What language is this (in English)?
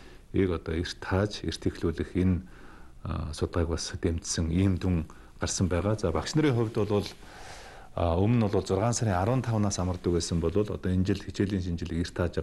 Mongolian